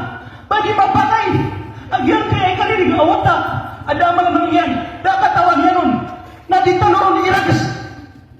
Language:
Maranao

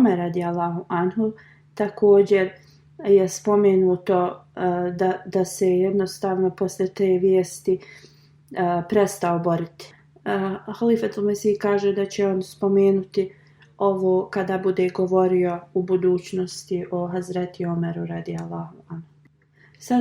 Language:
Bosnian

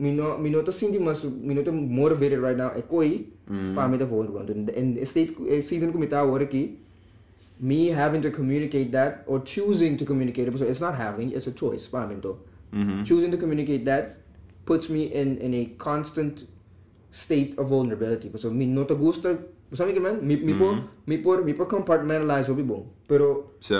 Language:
Papiamento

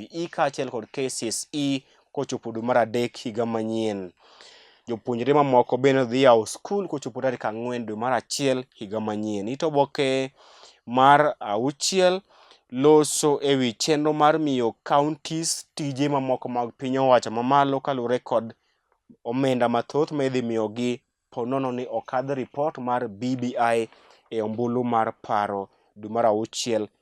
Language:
Luo (Kenya and Tanzania)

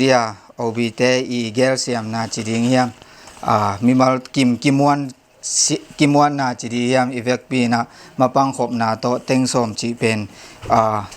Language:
Tedim Chin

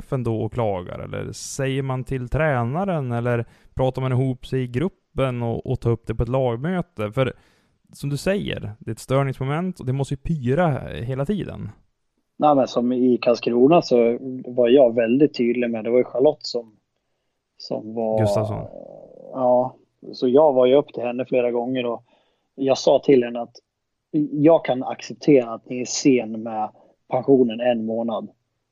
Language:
Swedish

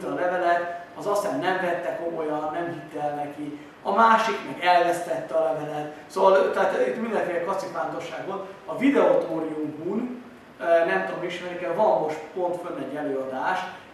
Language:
Hungarian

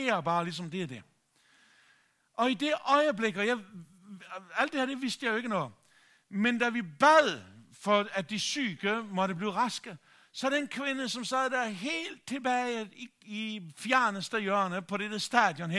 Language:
Danish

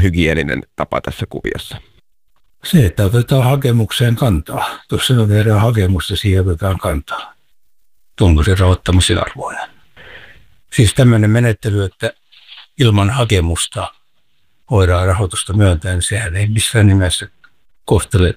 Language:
Finnish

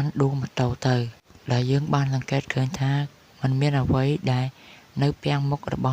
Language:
Khmer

